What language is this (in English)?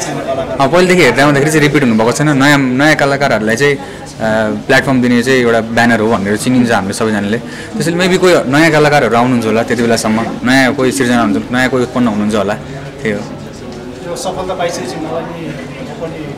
Nepali